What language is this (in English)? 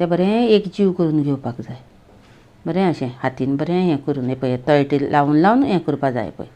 Konkani